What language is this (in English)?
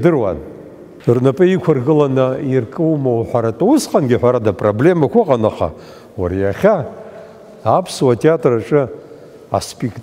Abkhazian